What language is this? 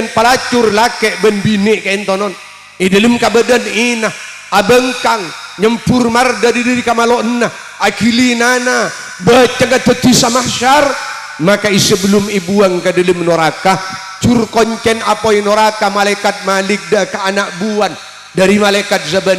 Madurese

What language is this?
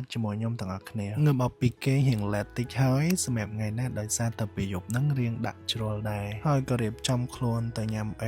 Khmer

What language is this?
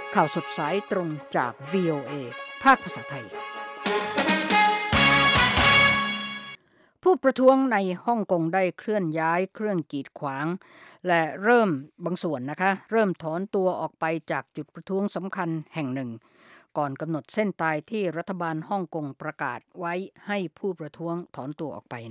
Thai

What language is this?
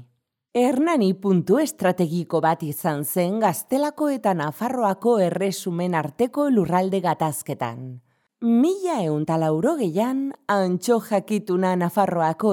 Basque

